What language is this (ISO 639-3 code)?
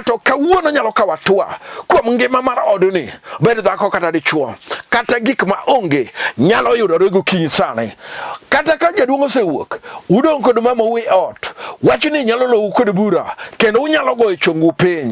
luo